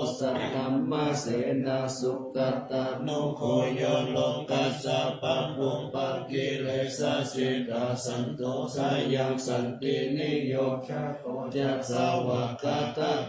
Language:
Pali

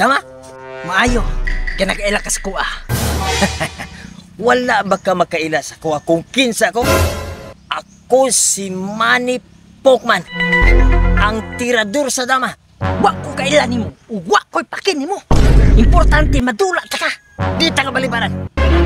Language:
Cebuano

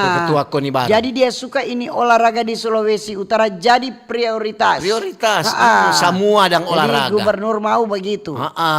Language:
Manado Malay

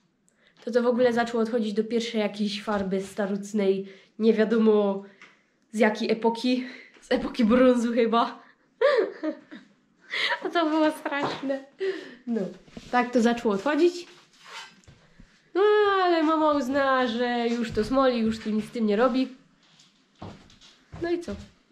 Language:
Polish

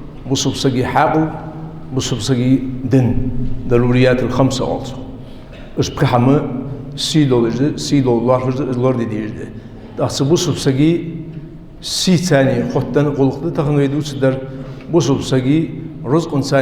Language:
Ingush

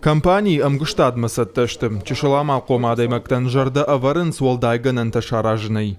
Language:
Ossetic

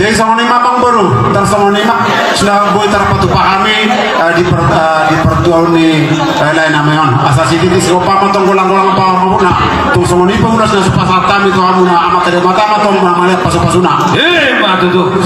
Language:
Batak Toba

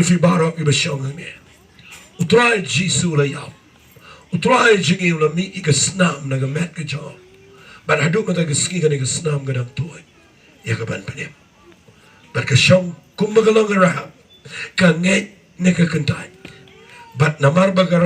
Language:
Khasi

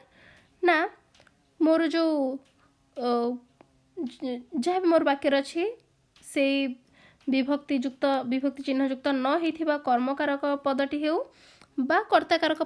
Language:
Odia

